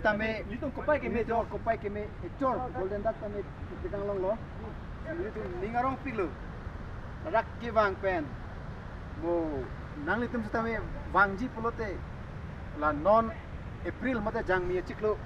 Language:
Karbi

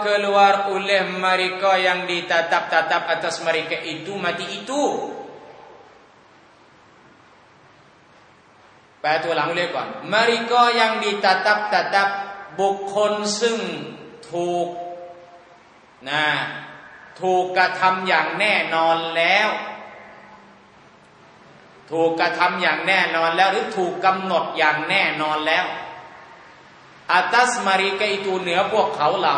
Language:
Thai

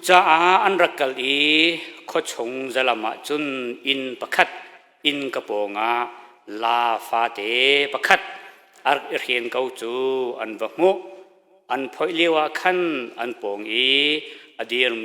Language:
Hakha Chin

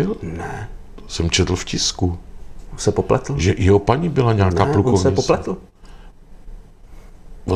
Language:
Czech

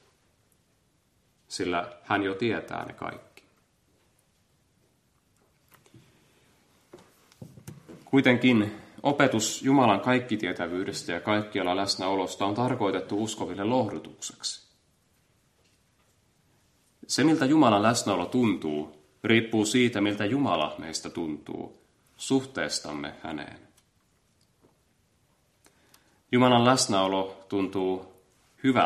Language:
Finnish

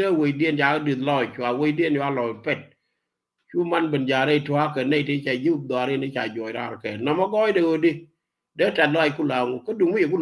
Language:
Nuer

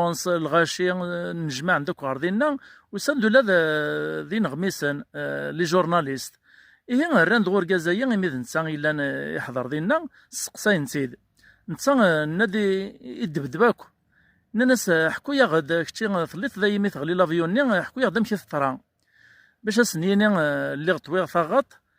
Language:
Kabyle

